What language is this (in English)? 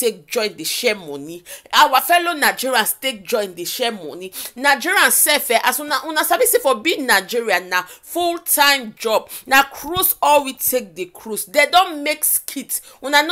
Nigerian Pidgin